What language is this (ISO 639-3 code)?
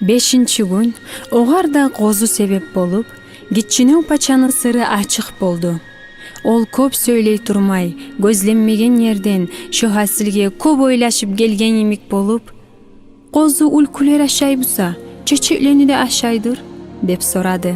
kum